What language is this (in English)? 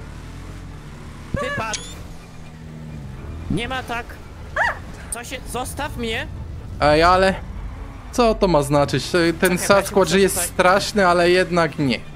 Polish